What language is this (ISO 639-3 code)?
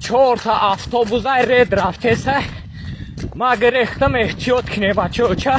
tgk